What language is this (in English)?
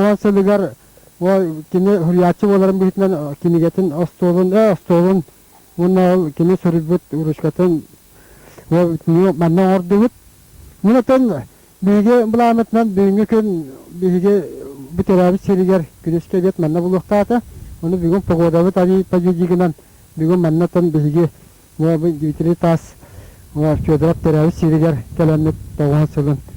Yakut